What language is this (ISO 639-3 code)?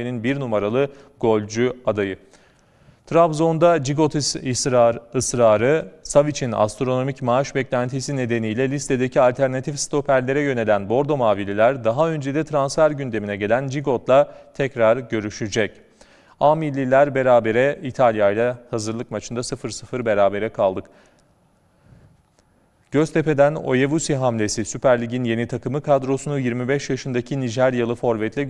tur